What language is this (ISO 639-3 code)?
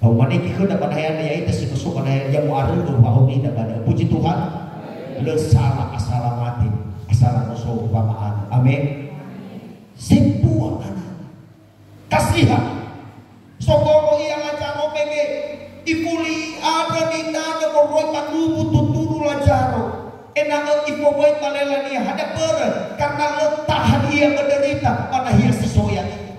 nia